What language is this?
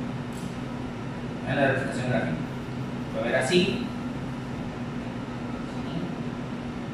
Spanish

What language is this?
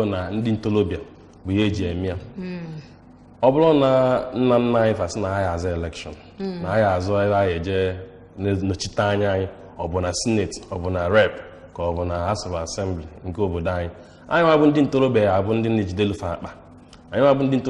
Igbo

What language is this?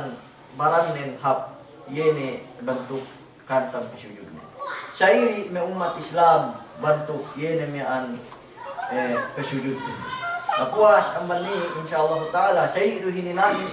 Yakan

